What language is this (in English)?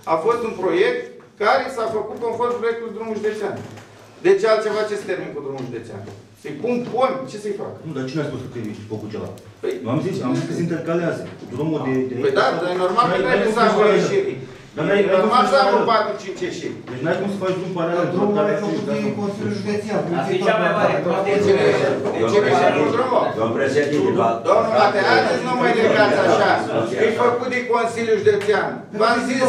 Romanian